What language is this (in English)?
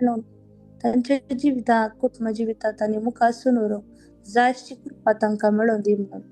Konkani